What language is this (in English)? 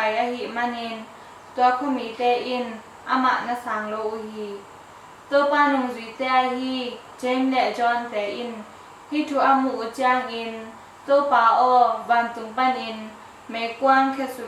Tedim Chin